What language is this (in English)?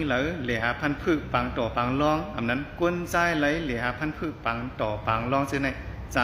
Shan